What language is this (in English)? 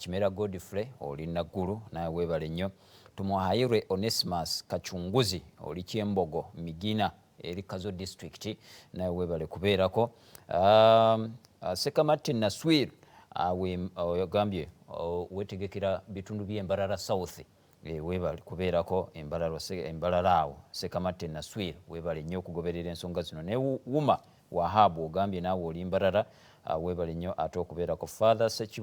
Ganda